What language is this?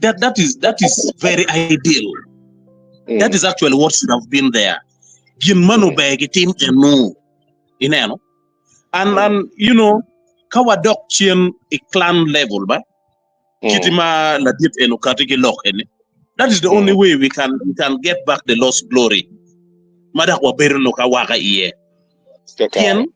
Acoli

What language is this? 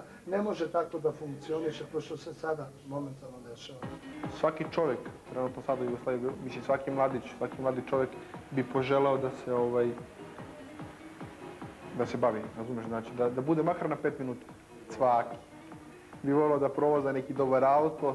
Serbian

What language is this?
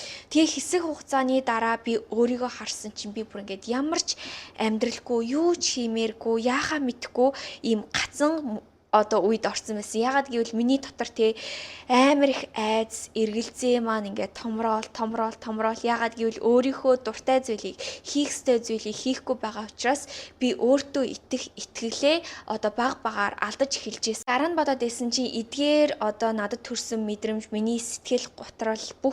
Mongolian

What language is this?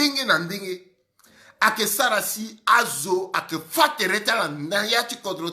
Sango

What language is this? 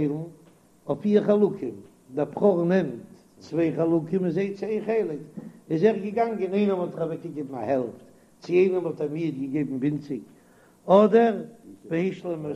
Yiddish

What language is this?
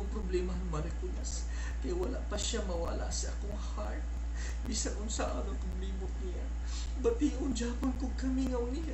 Cebuano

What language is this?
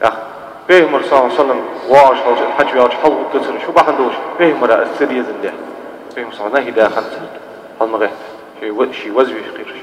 Ingush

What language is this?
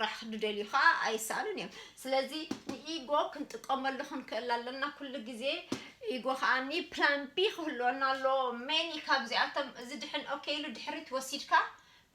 Tigrinya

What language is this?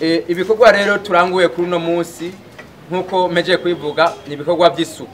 Rundi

